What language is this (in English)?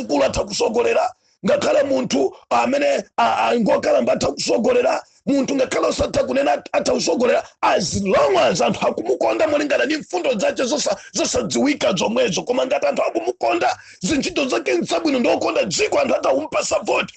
Nyanja